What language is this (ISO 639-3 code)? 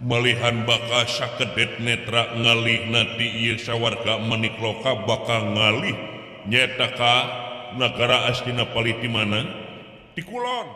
sun